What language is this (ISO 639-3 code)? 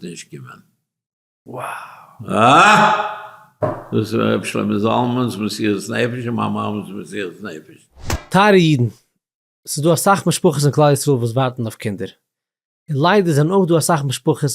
yid